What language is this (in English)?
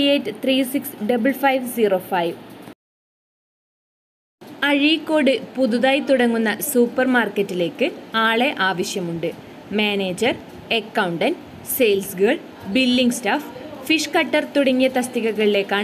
Malayalam